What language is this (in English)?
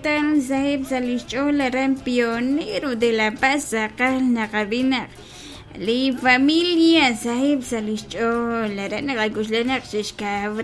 Kekchí